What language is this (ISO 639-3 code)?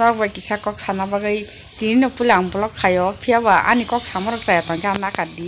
trp